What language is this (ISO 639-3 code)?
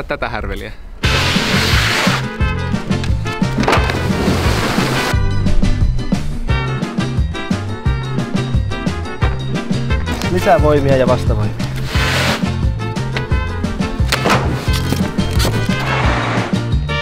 fin